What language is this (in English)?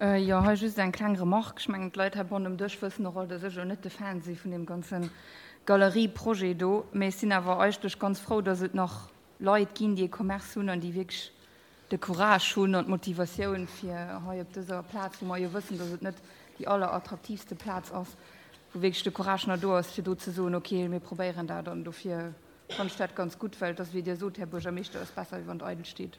Luxembourgish